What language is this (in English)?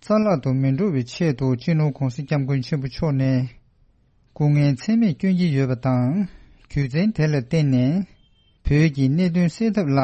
Tibetan